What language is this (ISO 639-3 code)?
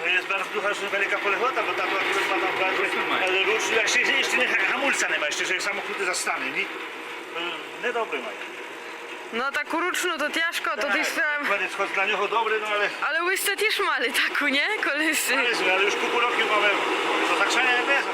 rue